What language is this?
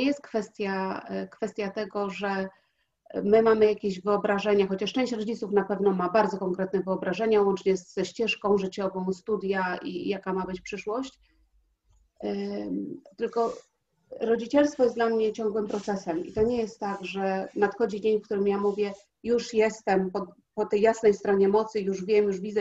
Polish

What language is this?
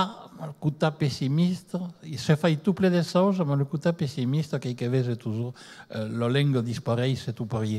Occitan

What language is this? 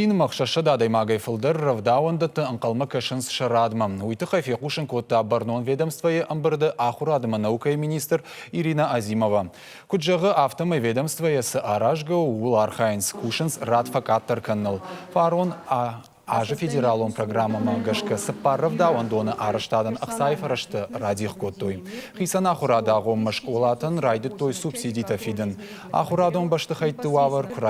Ossetic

